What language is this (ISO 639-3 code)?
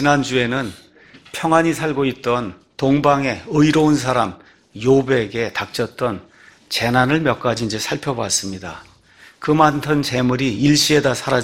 kor